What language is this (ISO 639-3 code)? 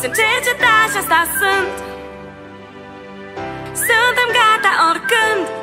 ron